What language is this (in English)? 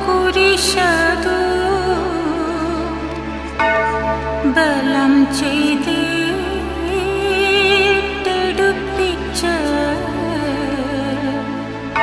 Malayalam